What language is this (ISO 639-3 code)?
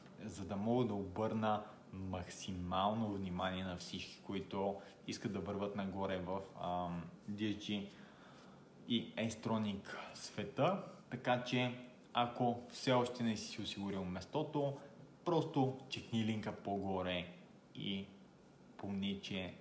bul